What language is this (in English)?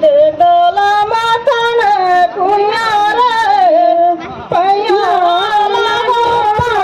Surgujia